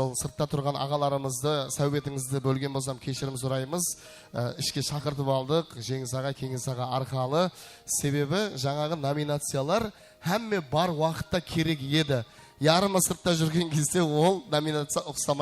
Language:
Kara-Kalpak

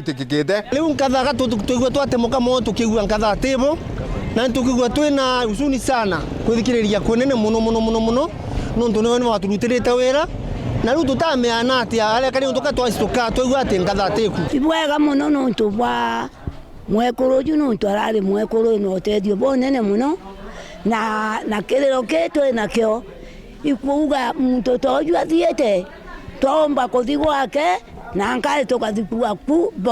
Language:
Meru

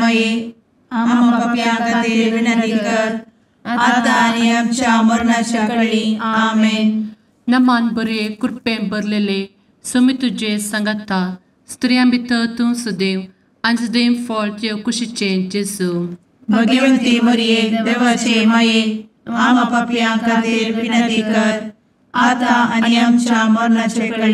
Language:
Konkani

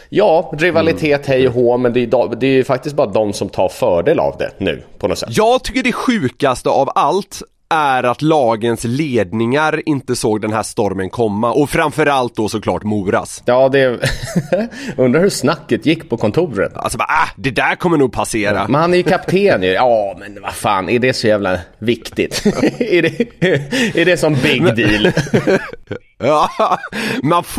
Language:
Swedish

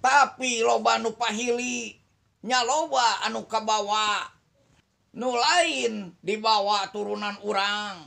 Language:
Sundanese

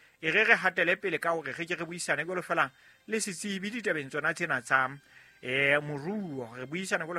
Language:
Southern Sotho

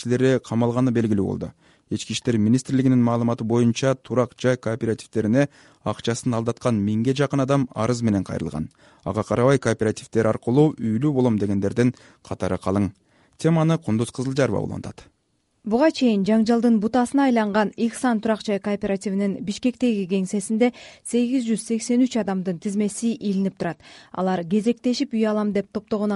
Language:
Kyrgyz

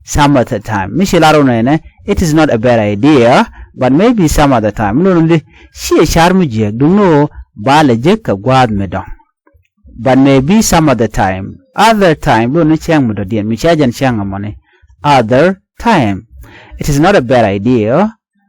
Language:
Nuer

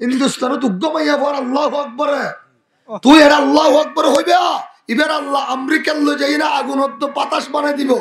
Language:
Rohingya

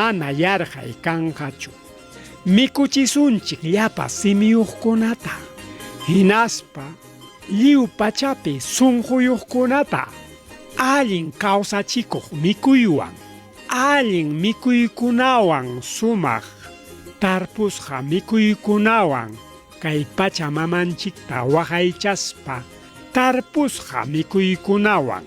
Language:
Ayacucho Quechua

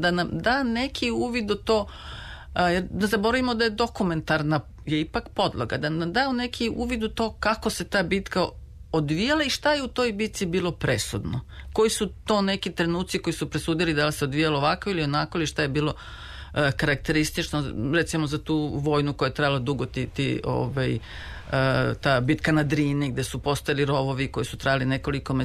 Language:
Serbian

